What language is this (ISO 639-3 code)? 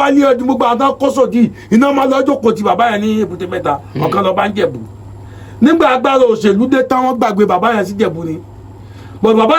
yor